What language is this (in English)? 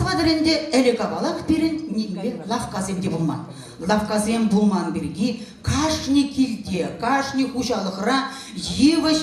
Chuvash